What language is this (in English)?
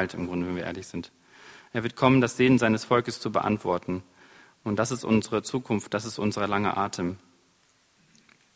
German